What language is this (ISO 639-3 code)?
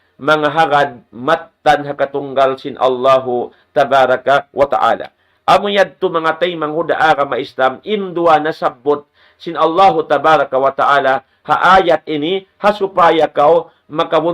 tsg